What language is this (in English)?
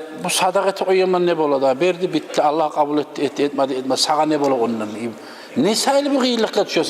Kumyk